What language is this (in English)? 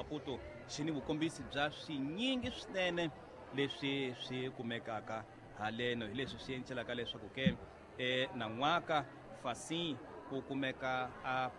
Tsonga